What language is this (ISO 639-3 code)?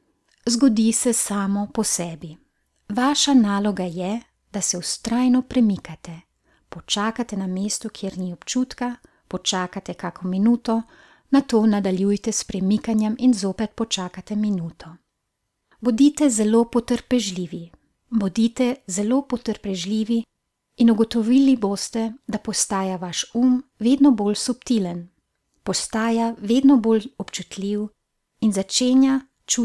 slv